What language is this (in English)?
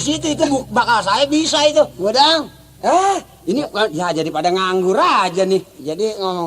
Betawi